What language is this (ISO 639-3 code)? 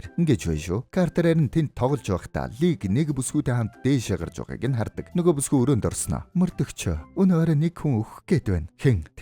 mon